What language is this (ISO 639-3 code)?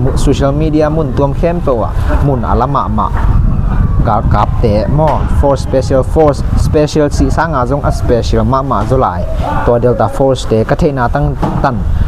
ctd